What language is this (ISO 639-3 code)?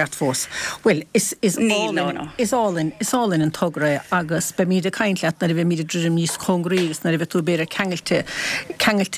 gle